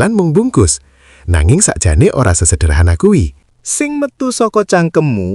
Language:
Javanese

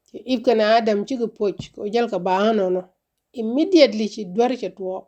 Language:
Nuer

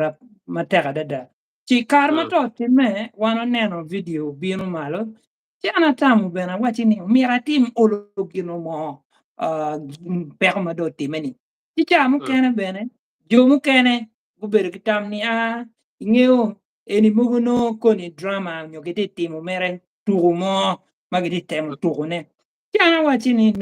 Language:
Acoli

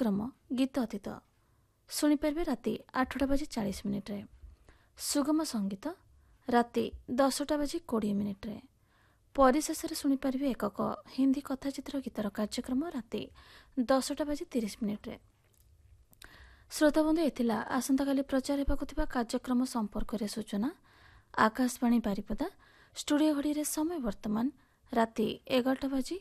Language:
Odia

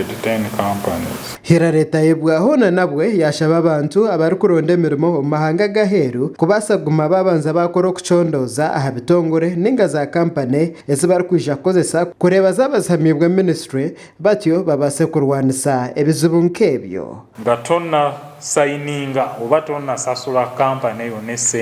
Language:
Nyankole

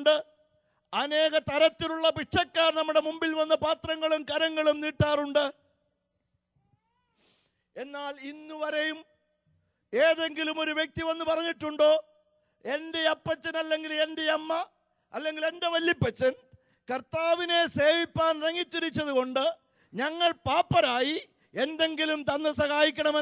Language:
Malayalam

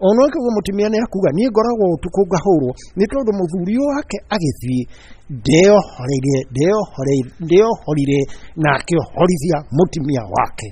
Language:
Kikuyu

